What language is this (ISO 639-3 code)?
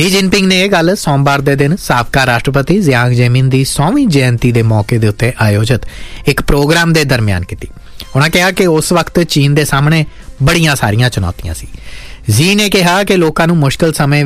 pan